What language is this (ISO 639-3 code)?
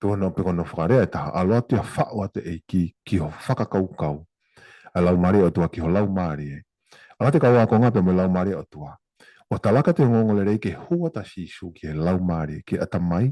ton